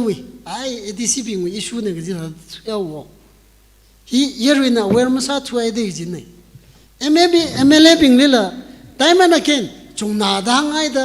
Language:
Tangkhul Naga (India)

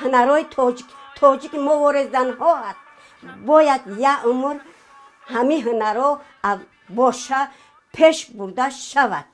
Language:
Tajik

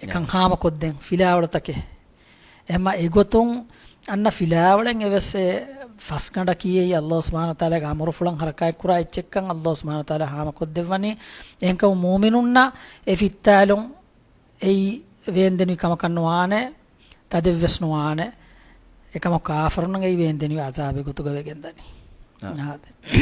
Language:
Divehi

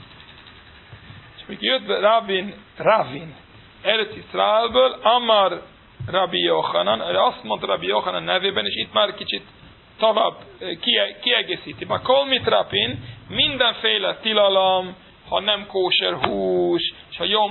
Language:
Hungarian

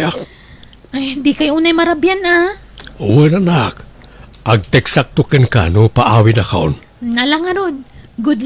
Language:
Iloko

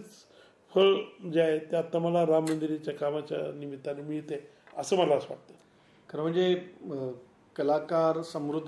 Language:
Marathi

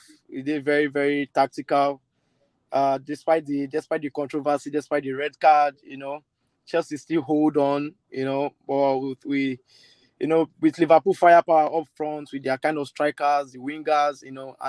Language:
Nigerian Pidgin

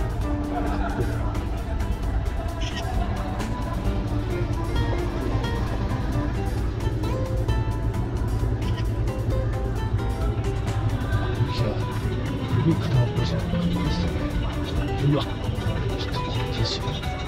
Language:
Japanese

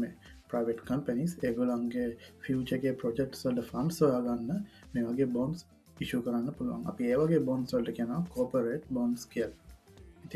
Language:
Sinhala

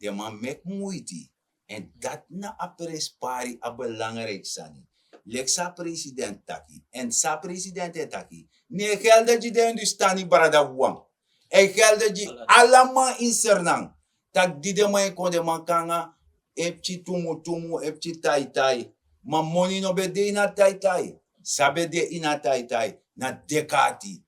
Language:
Sranan Tongo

